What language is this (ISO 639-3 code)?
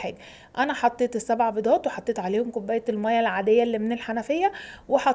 arz